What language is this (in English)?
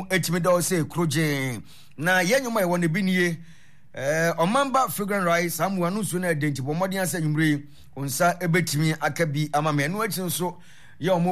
Akan